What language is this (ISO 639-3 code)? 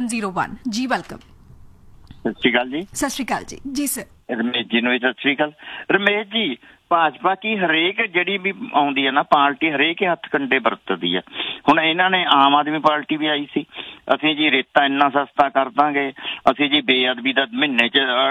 pan